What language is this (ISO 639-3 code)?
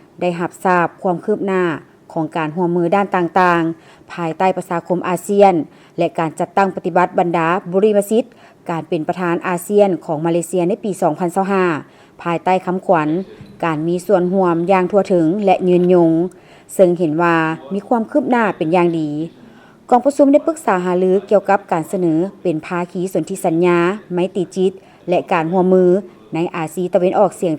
lao